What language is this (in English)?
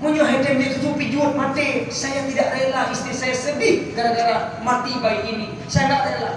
Achinese